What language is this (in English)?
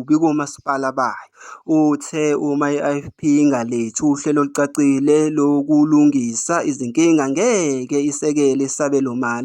Zulu